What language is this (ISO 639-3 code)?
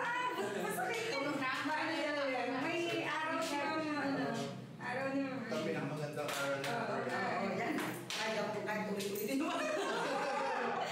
fil